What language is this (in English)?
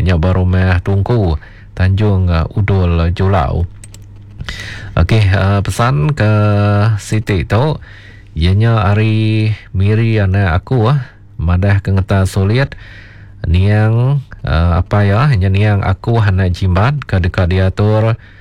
Iban